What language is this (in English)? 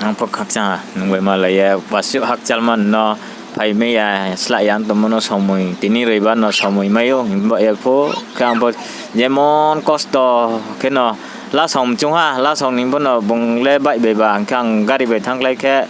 Riang (India)